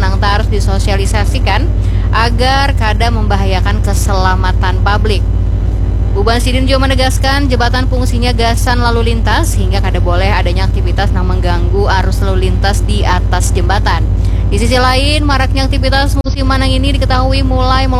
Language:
Banjar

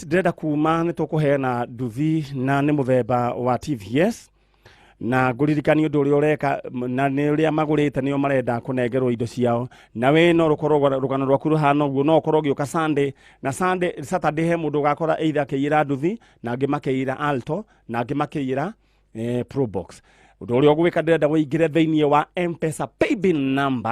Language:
Kikuyu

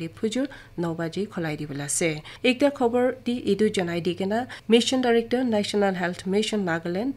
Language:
Naga Pidgin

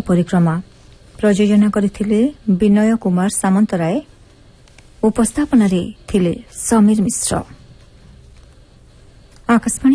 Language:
Odia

